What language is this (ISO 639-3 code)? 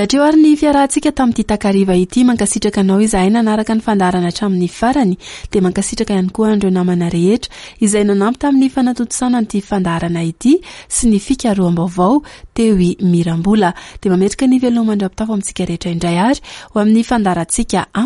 mlg